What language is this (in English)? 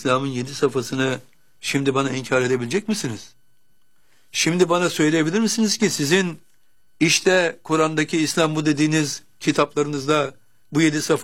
Turkish